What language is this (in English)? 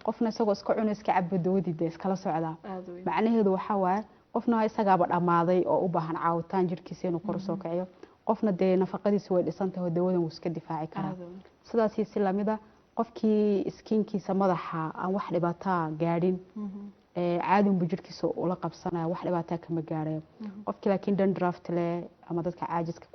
Somali